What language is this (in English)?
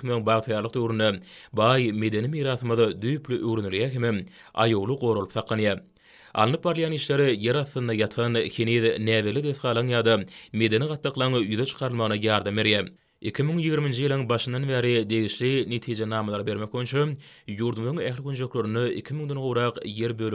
Turkmen